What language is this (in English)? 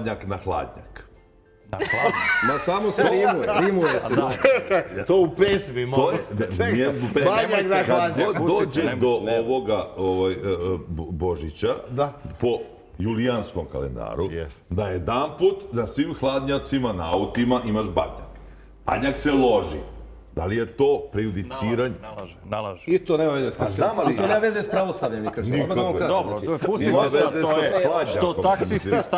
Serbian